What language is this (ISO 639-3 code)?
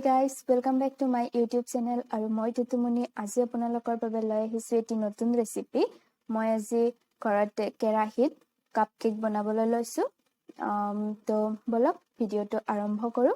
asm